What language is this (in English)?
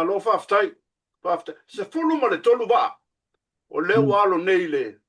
Samoan